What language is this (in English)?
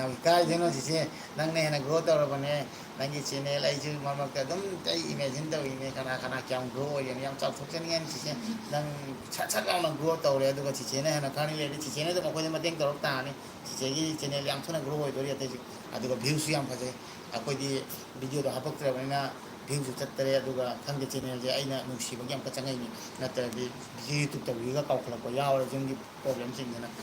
Manipuri